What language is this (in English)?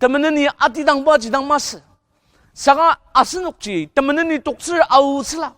Ao Naga